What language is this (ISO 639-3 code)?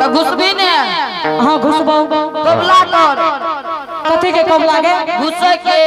anp